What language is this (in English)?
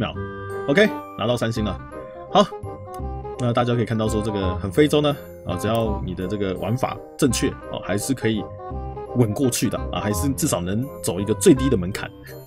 Chinese